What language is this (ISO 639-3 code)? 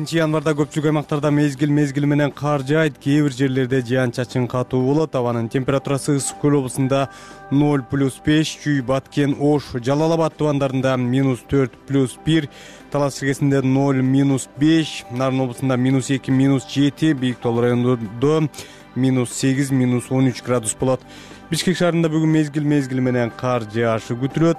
kir